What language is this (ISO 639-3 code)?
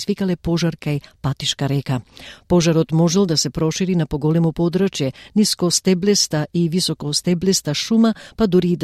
mkd